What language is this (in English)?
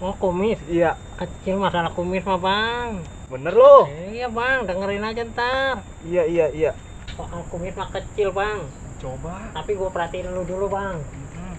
Betawi